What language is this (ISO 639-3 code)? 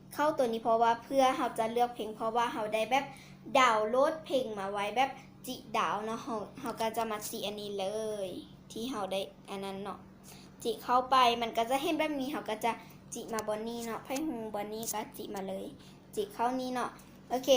lao